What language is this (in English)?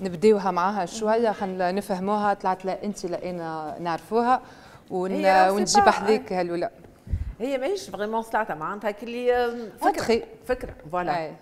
Tunisian Arabic